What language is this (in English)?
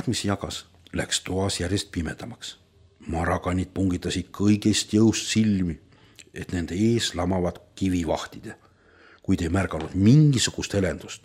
Estonian